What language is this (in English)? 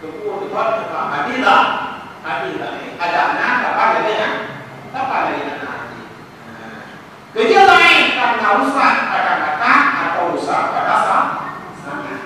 Achinese